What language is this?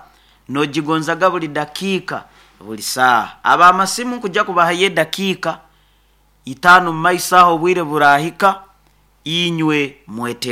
Nyoro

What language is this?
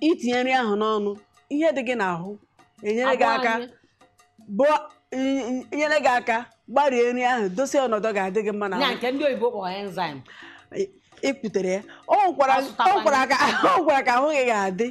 Igbo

